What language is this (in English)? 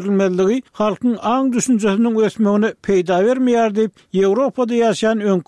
Turkmen